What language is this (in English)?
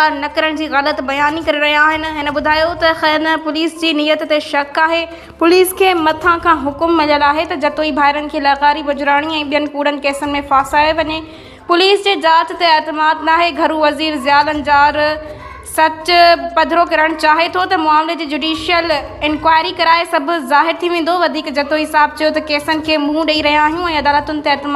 Sindhi